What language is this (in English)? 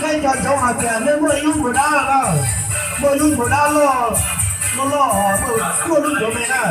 Hmong